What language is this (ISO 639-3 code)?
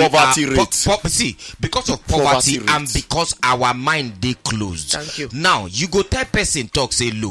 pcm